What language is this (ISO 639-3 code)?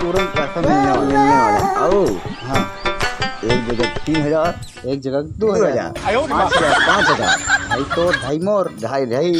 hne